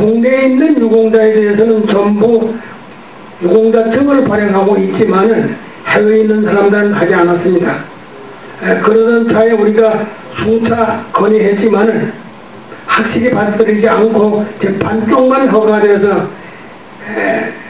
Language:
Korean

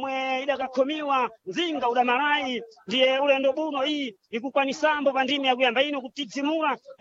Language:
Sena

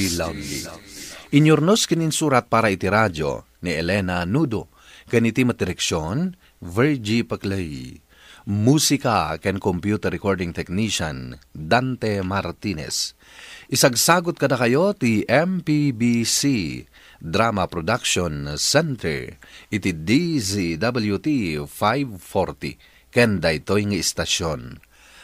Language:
Iloko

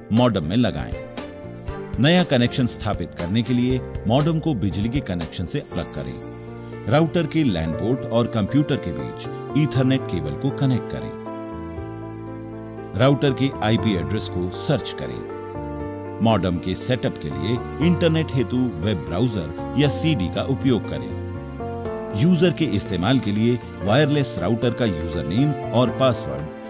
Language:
Hindi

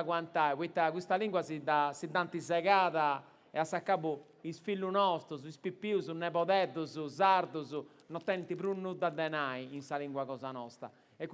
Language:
Sardinian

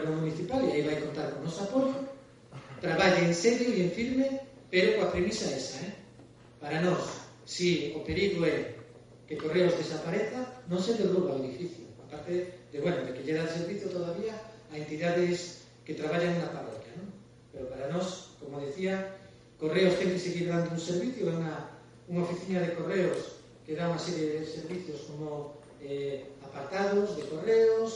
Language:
Galician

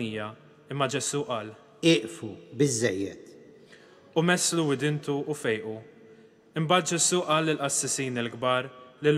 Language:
Maltese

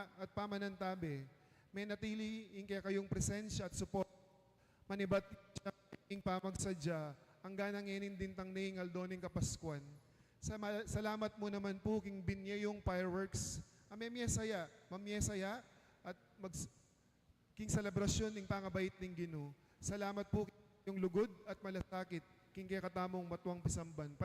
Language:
Pampanga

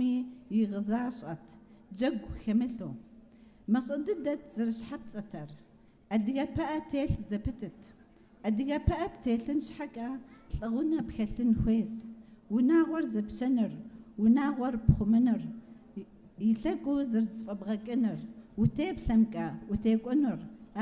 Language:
Kabardian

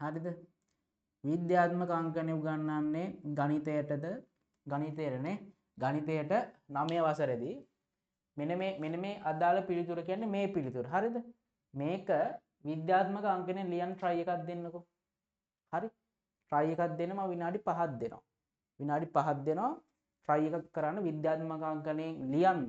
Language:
Sinhala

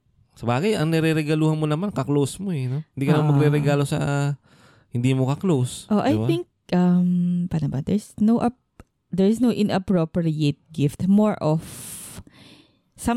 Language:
Filipino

